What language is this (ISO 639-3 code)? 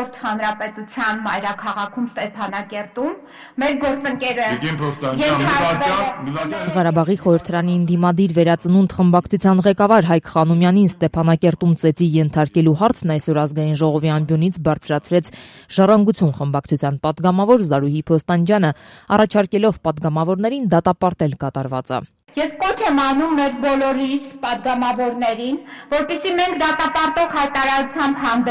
hye